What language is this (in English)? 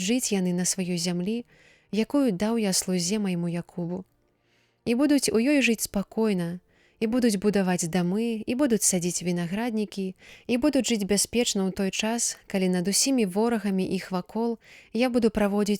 Belarusian